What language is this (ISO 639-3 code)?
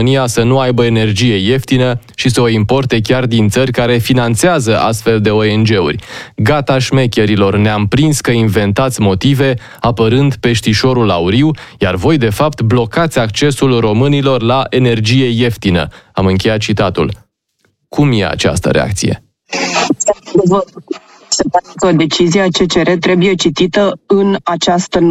ron